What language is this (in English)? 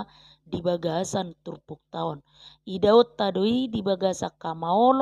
Batak Toba